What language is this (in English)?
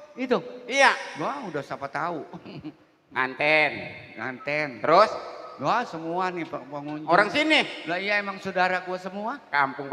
Betawi